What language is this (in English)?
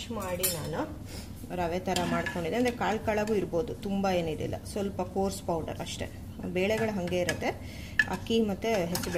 Kannada